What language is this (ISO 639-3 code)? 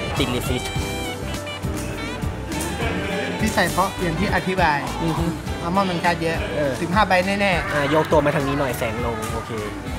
tha